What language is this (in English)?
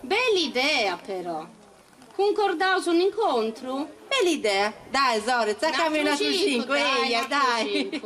Sardinian